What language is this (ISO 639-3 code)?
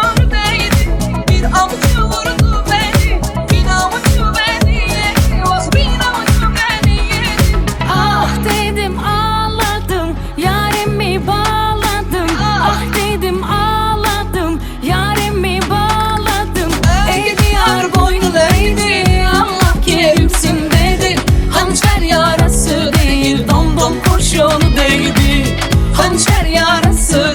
tur